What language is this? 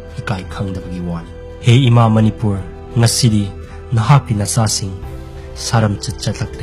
Manipuri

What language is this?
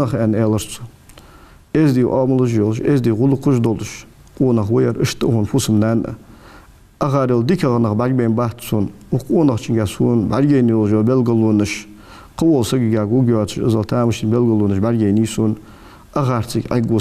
Ingush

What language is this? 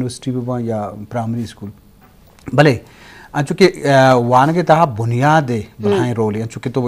Baluchi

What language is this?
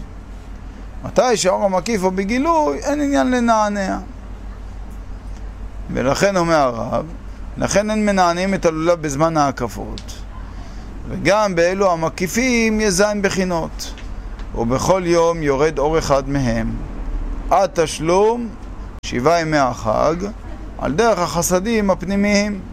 Hebrew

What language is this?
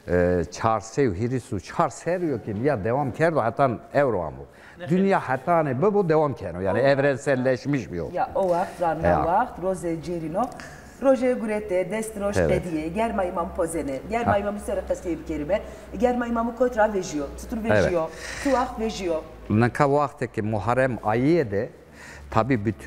Zaza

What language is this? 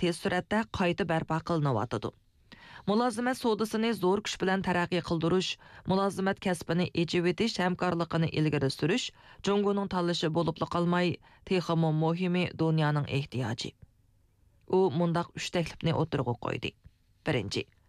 Uyghur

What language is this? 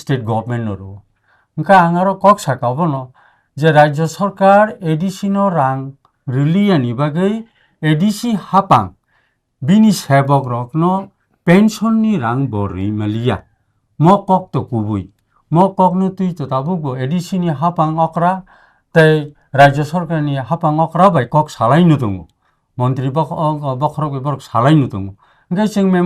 Kok Borok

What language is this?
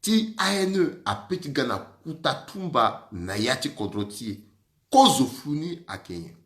Sango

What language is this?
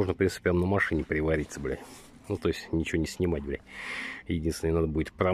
Russian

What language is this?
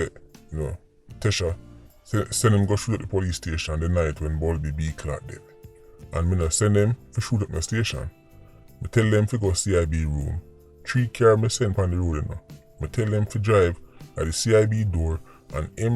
Jamaican Creole English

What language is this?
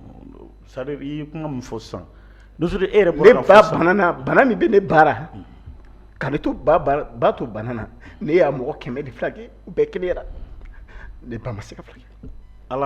Bambara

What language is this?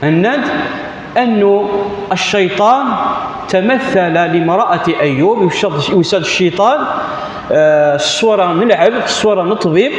Kabyle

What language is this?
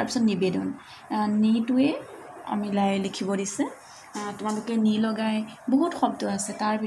Assamese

